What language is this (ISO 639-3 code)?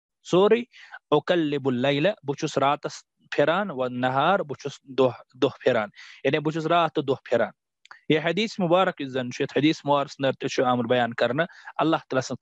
kas